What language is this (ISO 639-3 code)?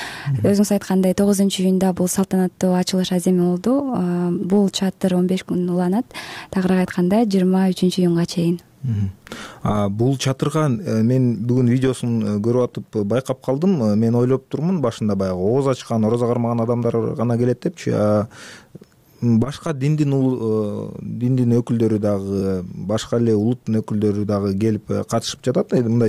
kir